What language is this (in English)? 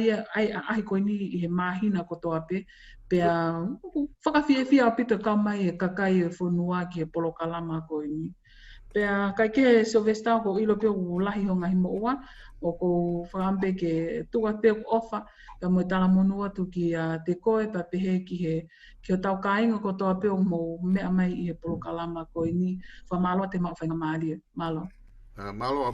Tongan